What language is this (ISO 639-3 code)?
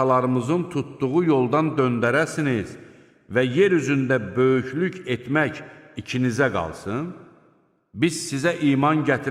aze